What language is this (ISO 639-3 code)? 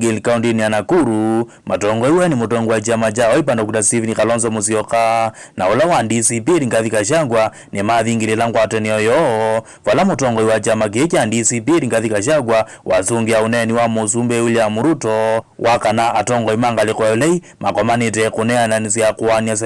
kam